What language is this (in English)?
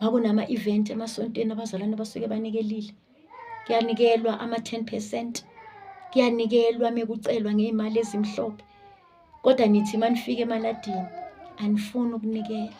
Zulu